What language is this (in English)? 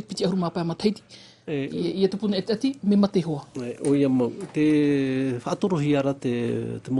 Tahitian